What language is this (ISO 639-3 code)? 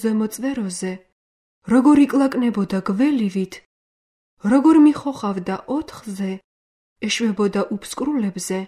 kat